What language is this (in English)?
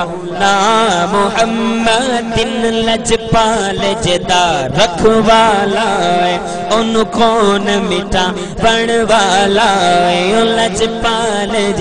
Saraiki